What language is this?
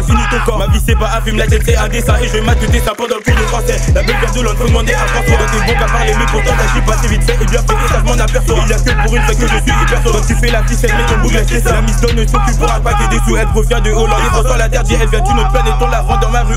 French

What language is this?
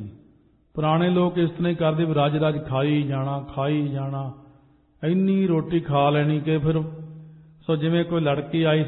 Punjabi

